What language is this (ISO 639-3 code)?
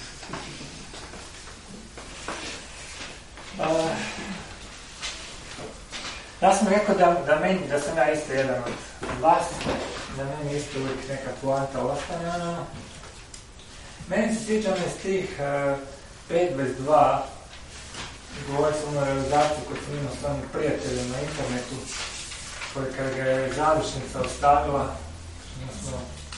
hrv